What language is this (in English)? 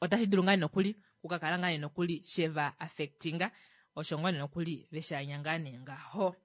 Kuanyama